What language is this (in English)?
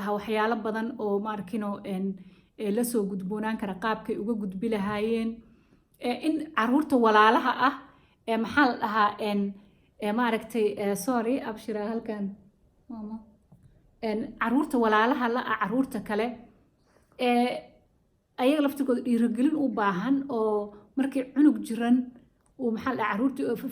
Somali